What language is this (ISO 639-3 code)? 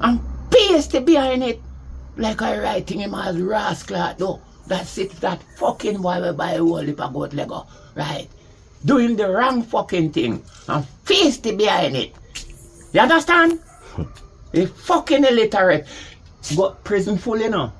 jam